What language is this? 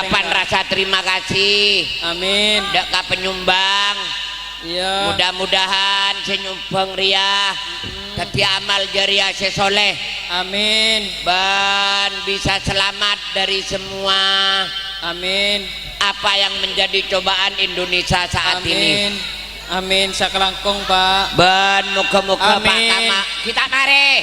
Madurese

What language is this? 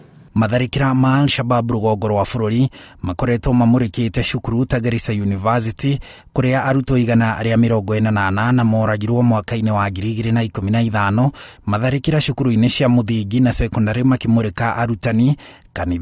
Kikuyu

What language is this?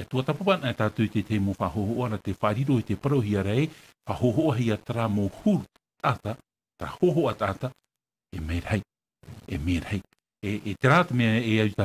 Tahitian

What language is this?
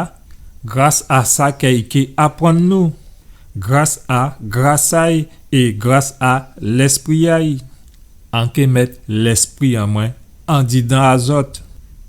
Guadeloupean Creole French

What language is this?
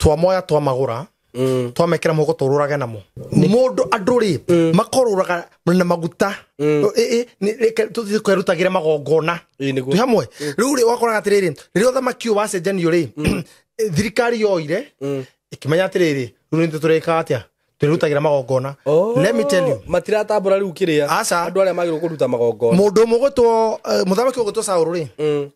Kikuyu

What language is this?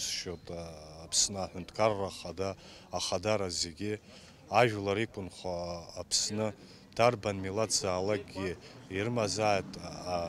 Abkhazian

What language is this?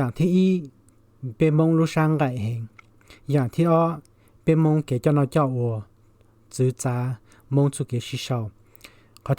Hmong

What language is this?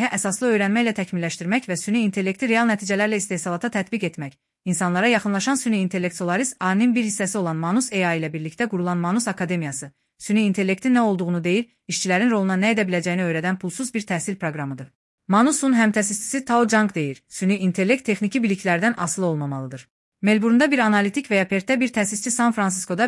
Azerbaijani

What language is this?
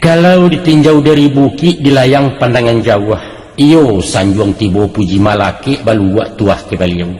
Minangkabau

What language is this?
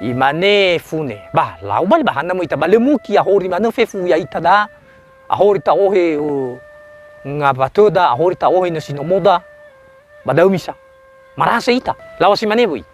Nias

